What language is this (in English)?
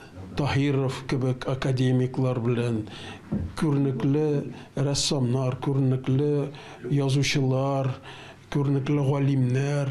Tatar